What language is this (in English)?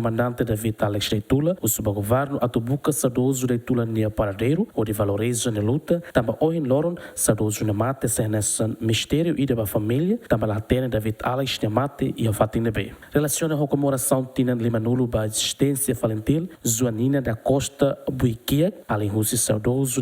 Tetum